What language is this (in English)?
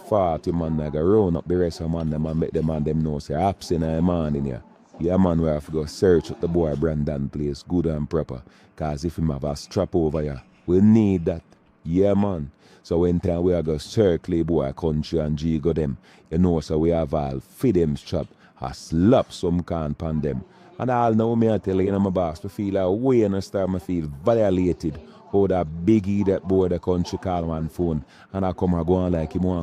Jamaican Creole English